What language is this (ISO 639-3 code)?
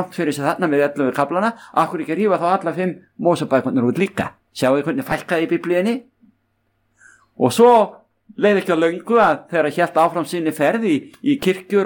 isl